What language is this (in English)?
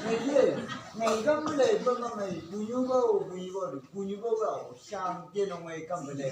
Chang Naga